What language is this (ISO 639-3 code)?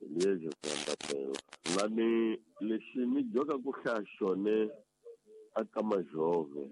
tso